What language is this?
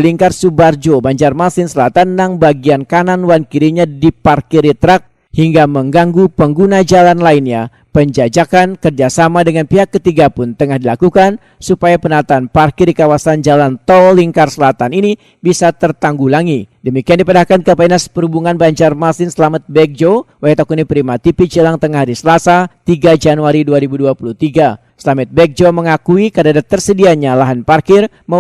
Banjar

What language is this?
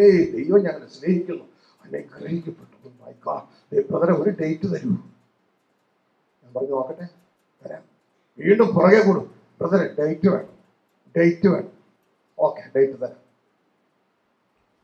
Malayalam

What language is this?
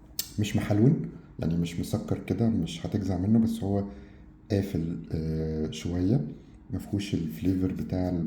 Egyptian Arabic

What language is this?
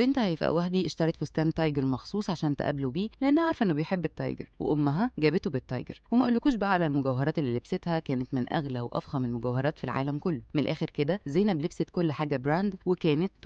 Egyptian Arabic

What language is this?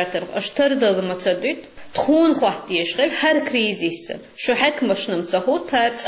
Chechen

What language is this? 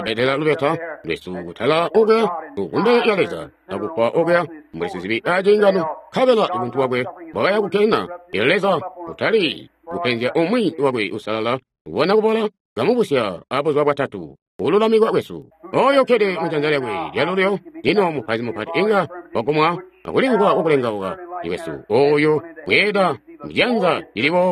Tonga (Zambia)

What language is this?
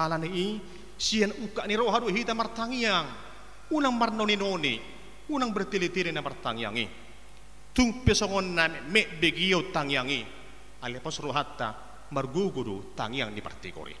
Batak Toba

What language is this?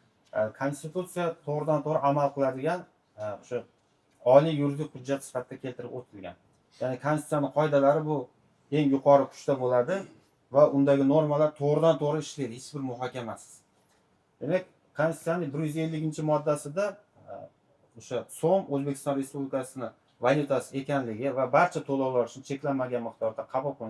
Uzbek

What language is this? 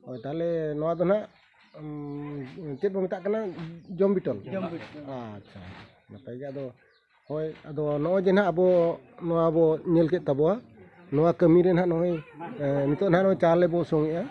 Santali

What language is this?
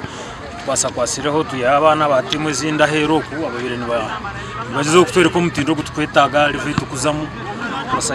Nyankole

